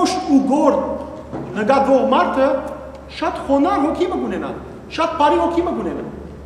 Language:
Western Armenian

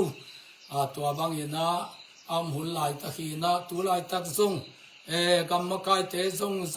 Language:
Tedim Chin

